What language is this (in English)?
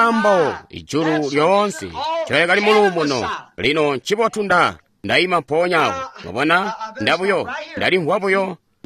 Tonga (Zambia)